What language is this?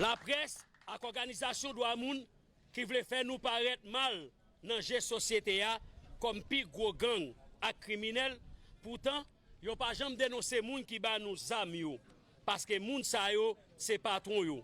Haitian Creole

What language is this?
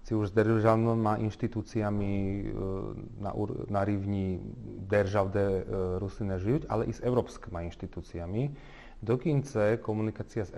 Rusyn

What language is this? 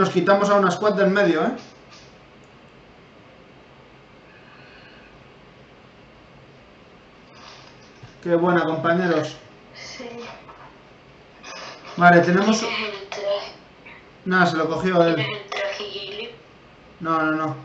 Spanish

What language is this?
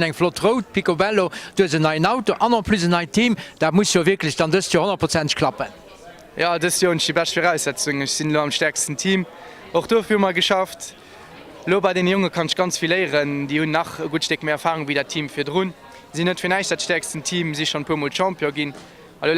Luxembourgish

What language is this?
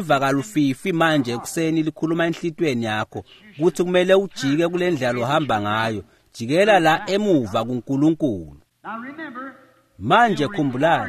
Swati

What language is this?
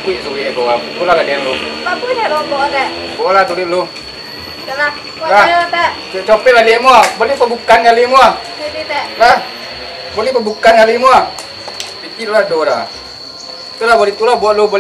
Minangkabau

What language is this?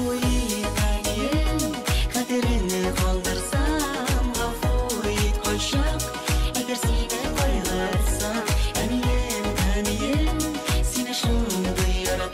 Bashkir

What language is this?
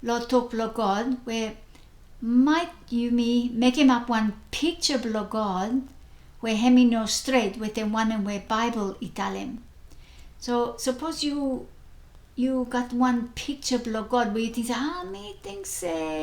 Bislama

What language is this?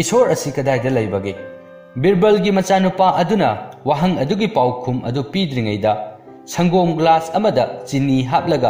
Manipuri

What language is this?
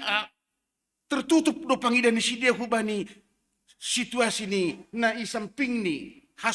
Batak Simalungun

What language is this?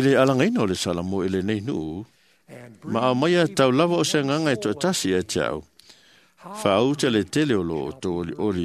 Samoan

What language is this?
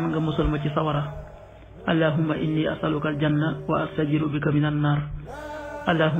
Wolof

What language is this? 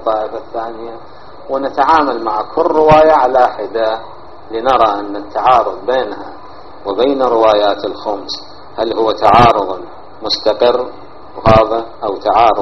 Arabic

